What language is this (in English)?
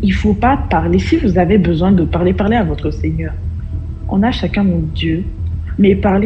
French